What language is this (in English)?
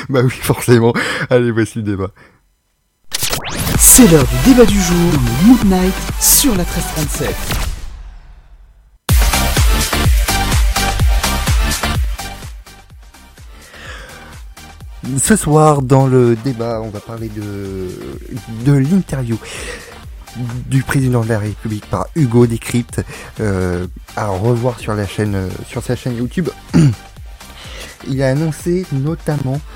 French